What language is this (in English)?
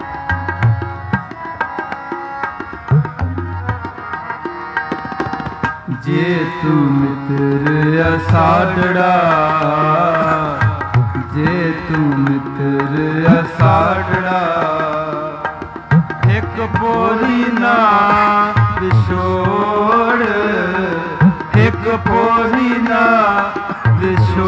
Punjabi